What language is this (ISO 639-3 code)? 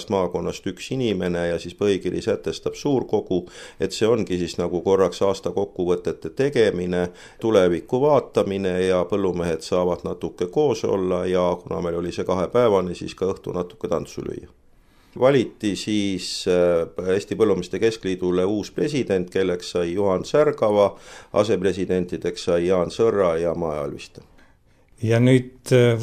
est